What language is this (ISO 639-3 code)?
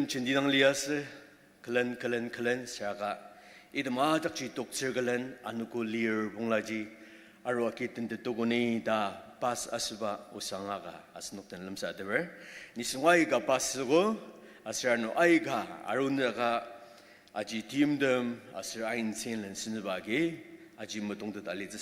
njo